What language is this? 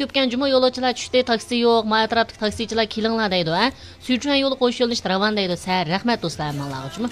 Uyghur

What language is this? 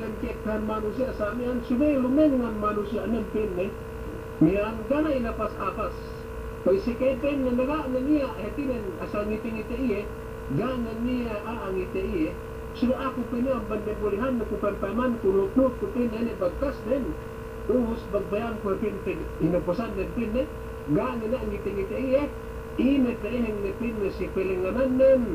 Yakan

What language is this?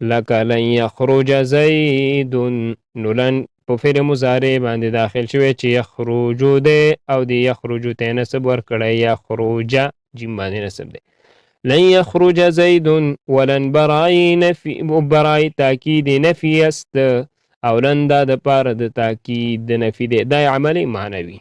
Pashto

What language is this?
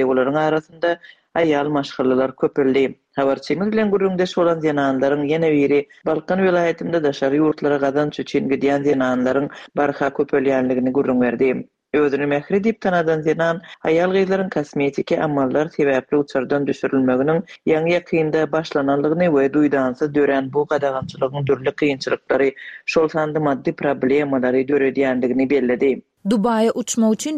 Turkmen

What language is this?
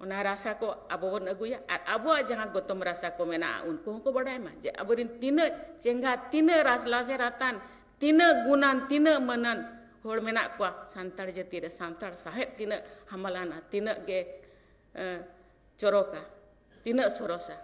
Santali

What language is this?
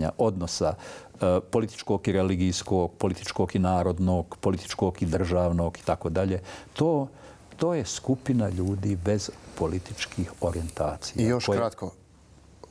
Bosnian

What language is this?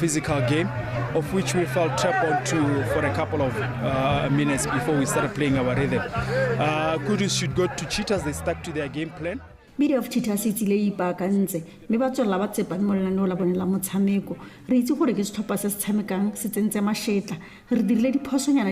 Tswana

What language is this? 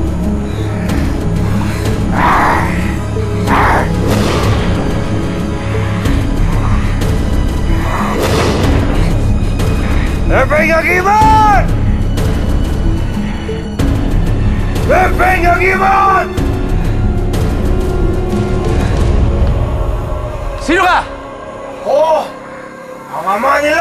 Filipino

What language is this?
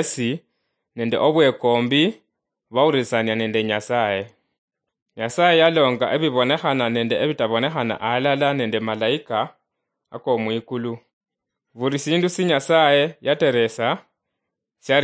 Luyia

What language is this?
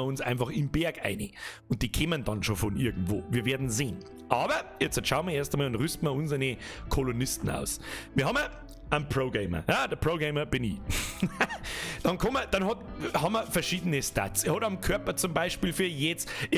Bavarian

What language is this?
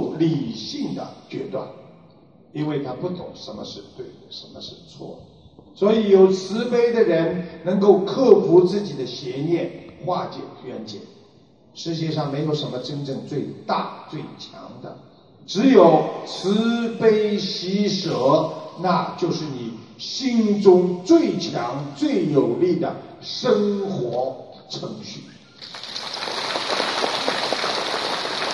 Chinese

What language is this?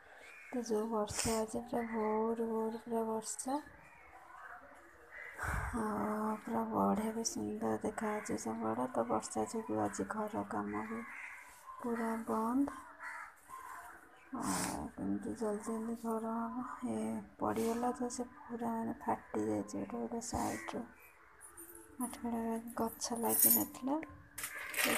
Odia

